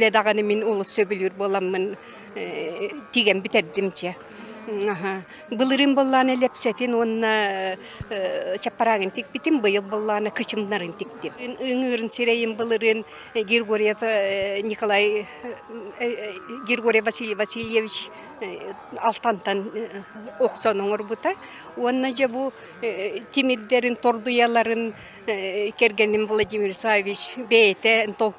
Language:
Yakut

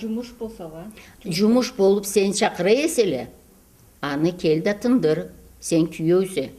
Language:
Karachay-Balkar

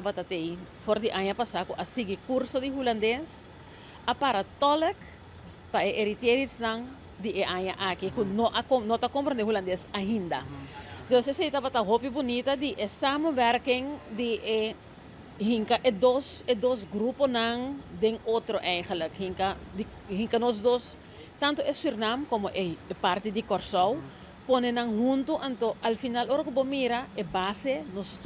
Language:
Papiamento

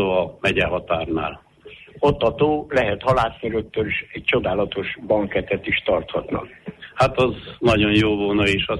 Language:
Hungarian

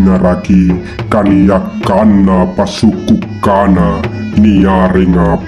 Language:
Makasar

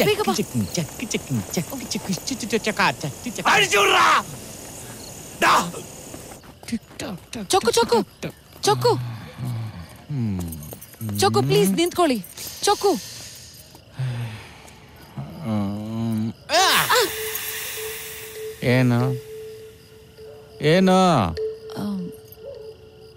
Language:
Kannada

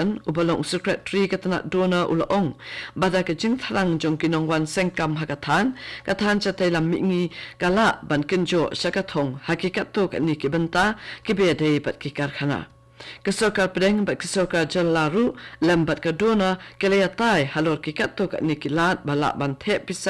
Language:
Khasi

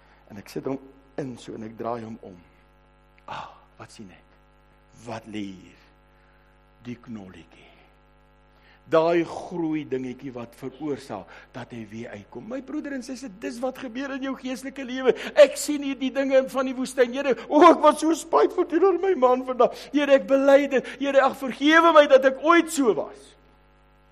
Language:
Afrikaans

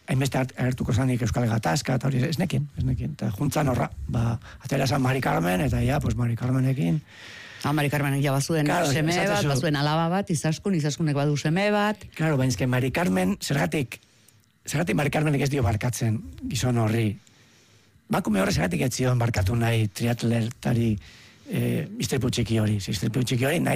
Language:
Basque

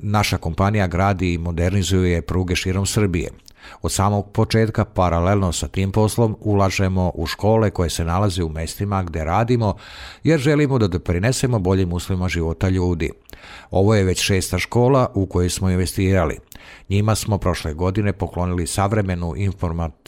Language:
Serbian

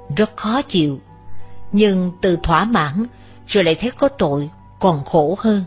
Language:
Vietnamese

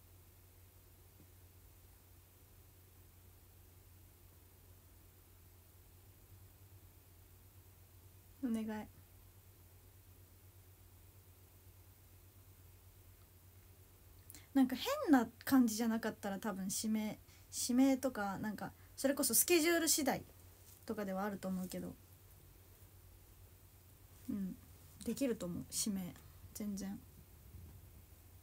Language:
Japanese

